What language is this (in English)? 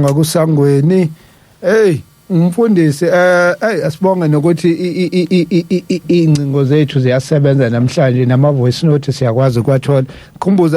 Zulu